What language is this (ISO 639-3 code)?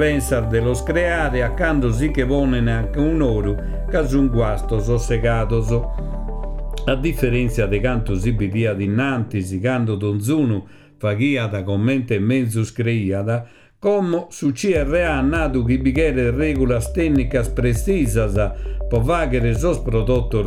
srd